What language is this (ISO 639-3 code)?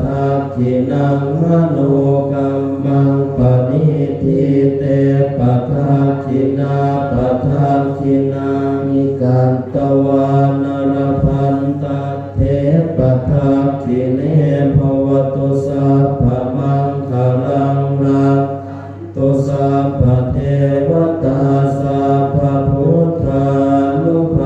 pli